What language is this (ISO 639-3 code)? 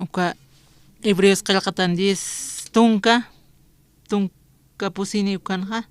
aym